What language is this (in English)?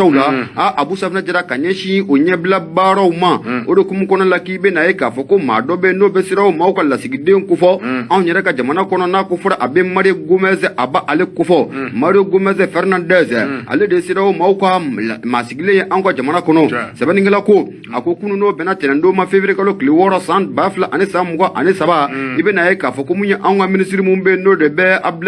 Bambara